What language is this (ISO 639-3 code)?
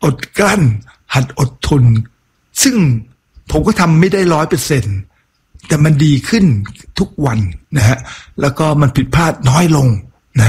tha